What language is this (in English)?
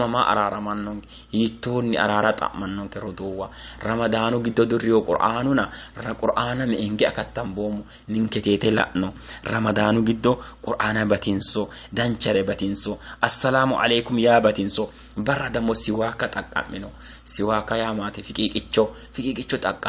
Sidamo